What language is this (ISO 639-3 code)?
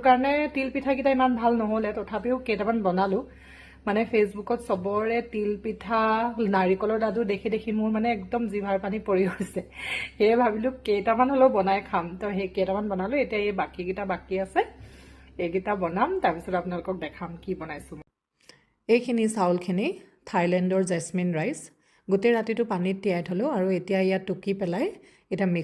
asm